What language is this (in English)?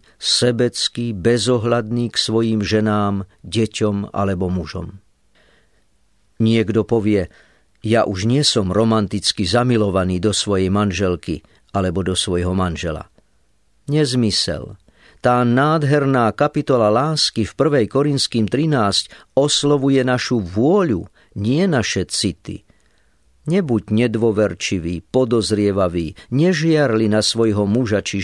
Slovak